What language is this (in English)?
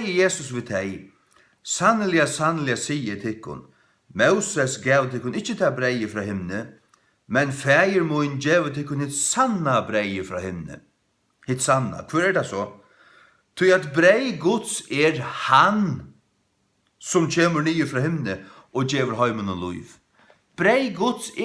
Faroese